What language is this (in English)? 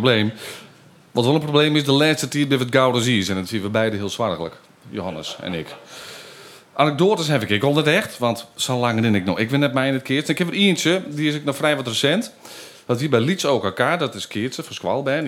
Western Frisian